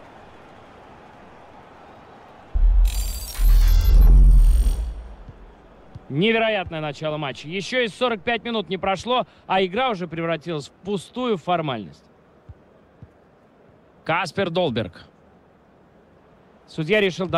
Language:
Russian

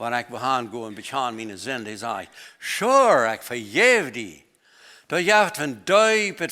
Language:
Plautdietsch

